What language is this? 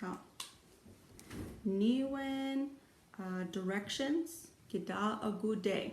Chippewa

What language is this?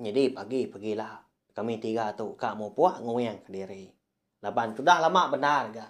Iban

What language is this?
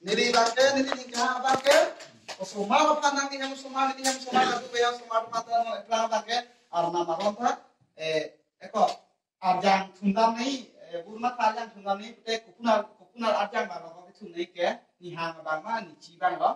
Karbi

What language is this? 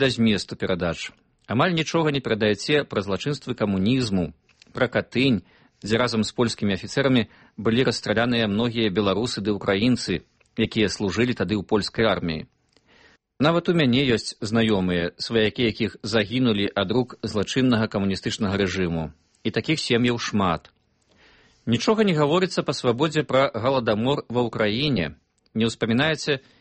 Belarusian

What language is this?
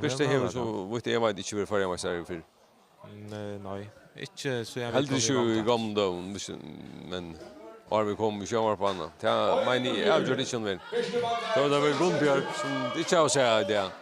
Faroese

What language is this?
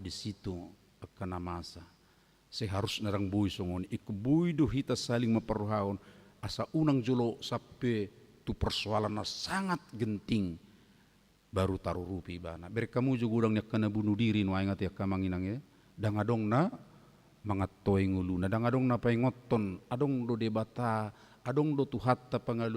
Batak Toba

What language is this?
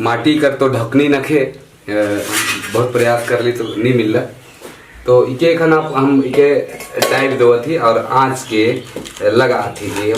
Sadri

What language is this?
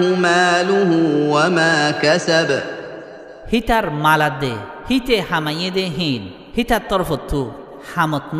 Rohingya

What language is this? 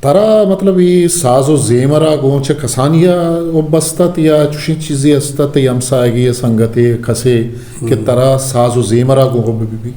Eastern Balochi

